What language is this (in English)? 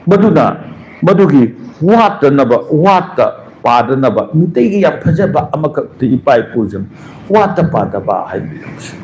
Manipuri